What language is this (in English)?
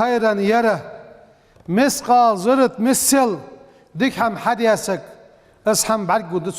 Ingush